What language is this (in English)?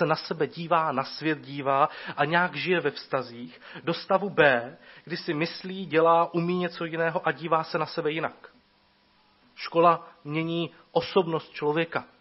Czech